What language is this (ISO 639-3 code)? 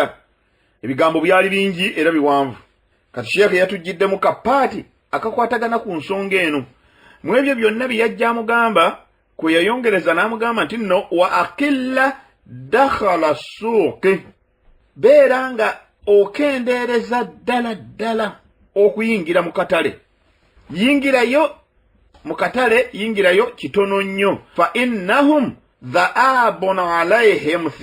lug